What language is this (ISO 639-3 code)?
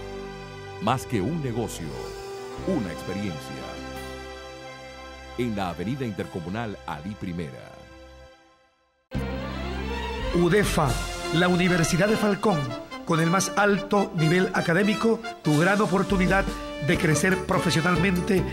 spa